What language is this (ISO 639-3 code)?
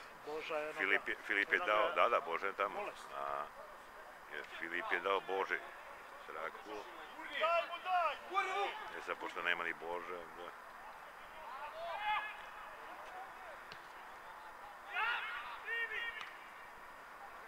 srp